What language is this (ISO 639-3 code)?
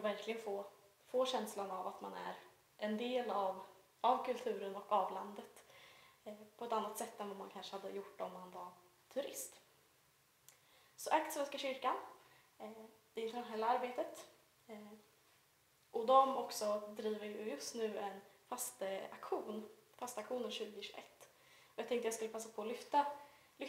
swe